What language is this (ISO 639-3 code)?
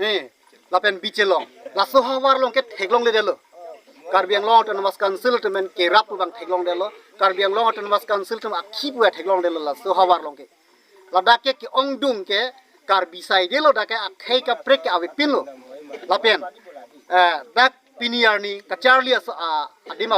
mjw